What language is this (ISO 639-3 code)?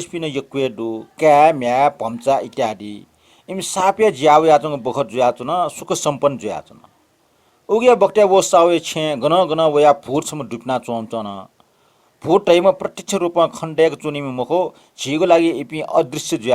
new